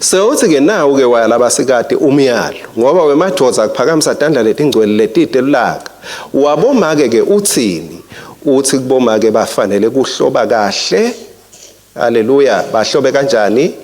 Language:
Swati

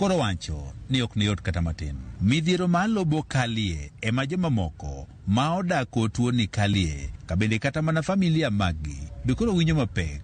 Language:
Luo (Kenya and Tanzania)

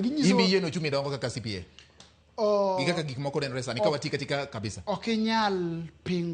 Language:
Luo (Kenya and Tanzania)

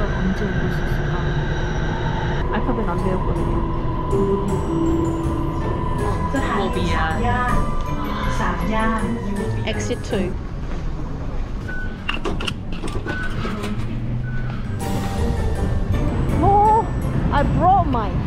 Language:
Korean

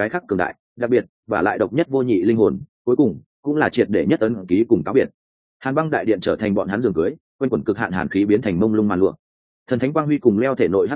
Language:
Vietnamese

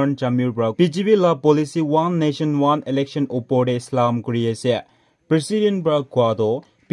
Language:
Naga Pidgin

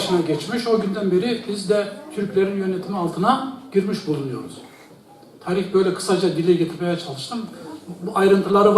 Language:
Zaza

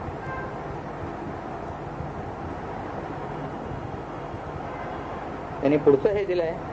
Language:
Marathi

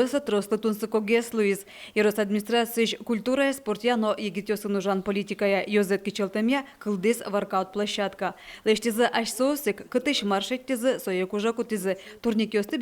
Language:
Udmurt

